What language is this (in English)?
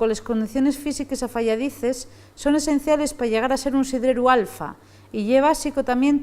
Asturian